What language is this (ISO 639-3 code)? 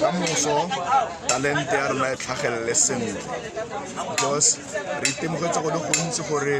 tsn